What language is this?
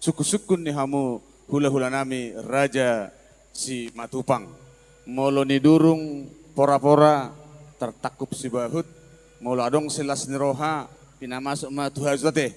Batak Toba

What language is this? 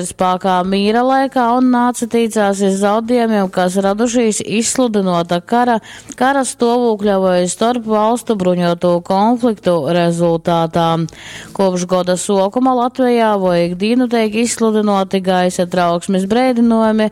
Latgalian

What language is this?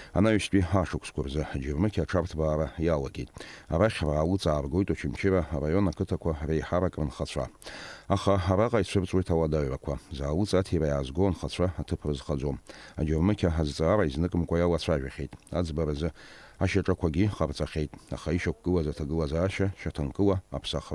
Abkhazian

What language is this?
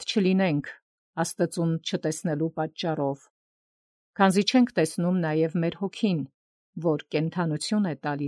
Armenian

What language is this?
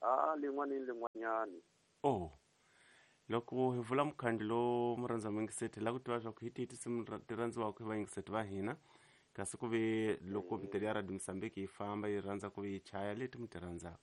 Tsonga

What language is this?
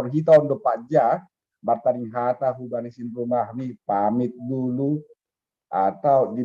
Batak Simalungun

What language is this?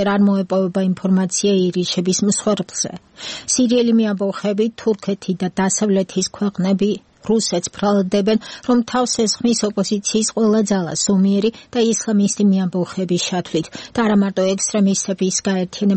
Georgian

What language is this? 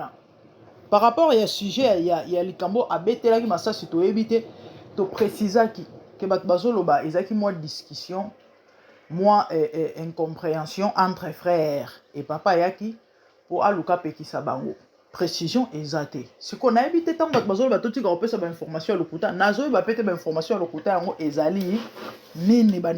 Lingala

